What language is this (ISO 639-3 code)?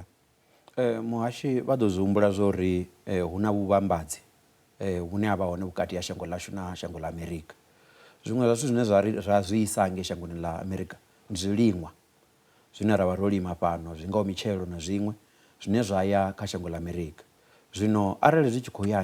ven